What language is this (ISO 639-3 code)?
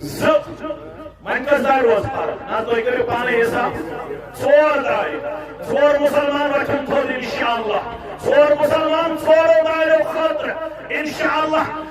kas